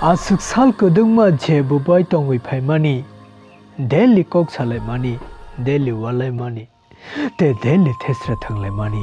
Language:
Kok Borok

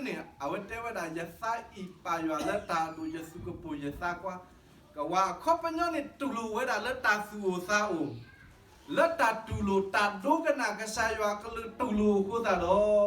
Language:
S'gaw Karen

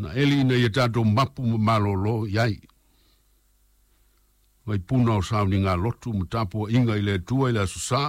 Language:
Samoan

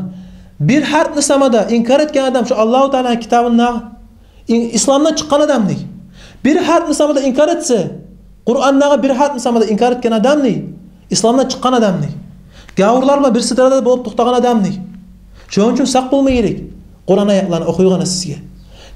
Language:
Kumyk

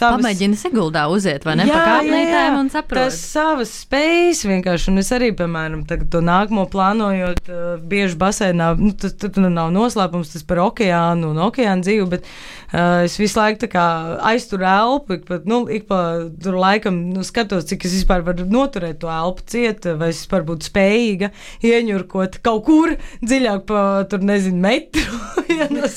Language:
Latvian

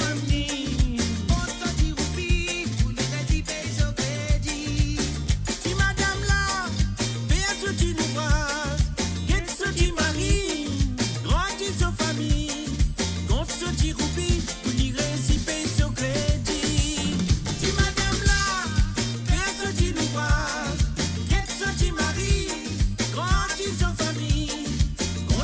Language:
Morisyen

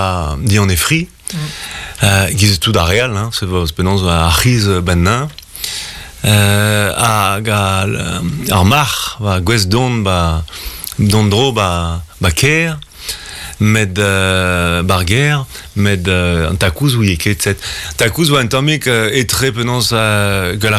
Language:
Breton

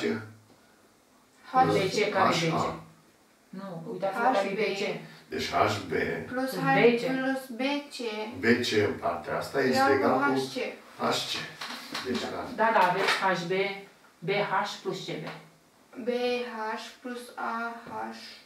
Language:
Romanian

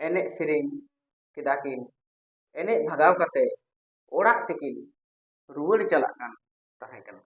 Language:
Santali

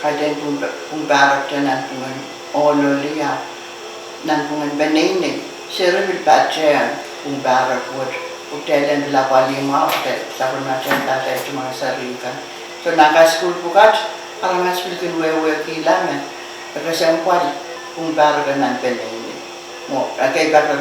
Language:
Pohnpeian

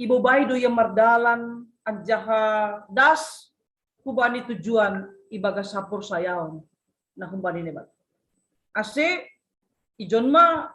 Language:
Batak Simalungun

